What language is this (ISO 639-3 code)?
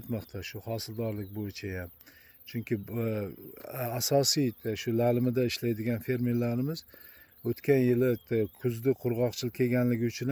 uzb